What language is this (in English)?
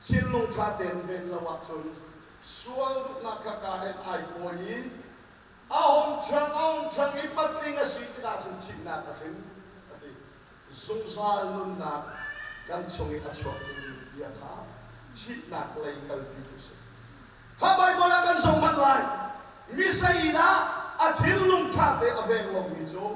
Hakha Chin